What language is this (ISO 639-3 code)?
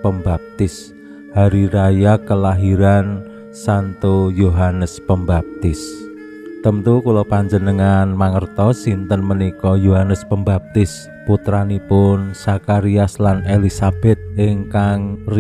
jav